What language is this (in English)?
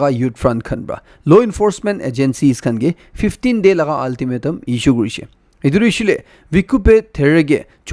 Naga Pidgin